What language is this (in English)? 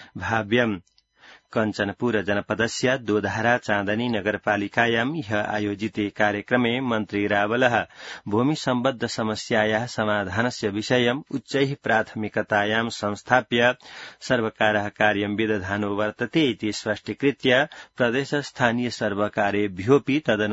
Sanskrit